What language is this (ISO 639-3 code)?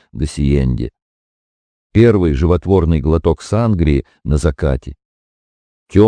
rus